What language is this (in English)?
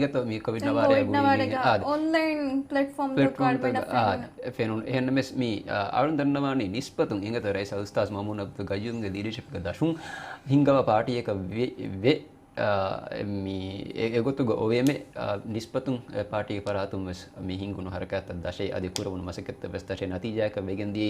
Divehi